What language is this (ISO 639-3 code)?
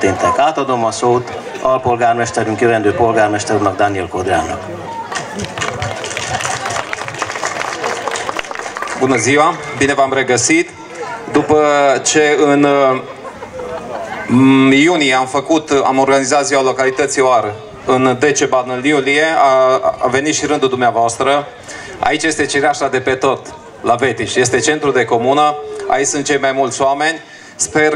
ron